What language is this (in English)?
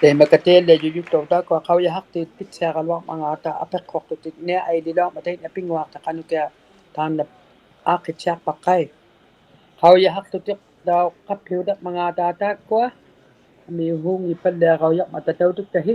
Inuktitut